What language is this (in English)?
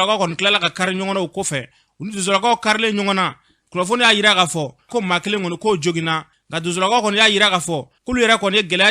Bambara